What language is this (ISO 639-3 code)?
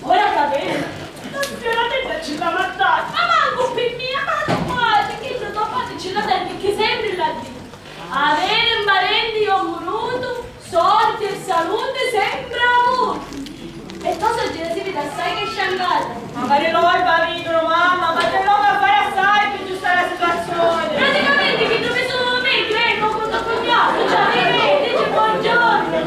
scn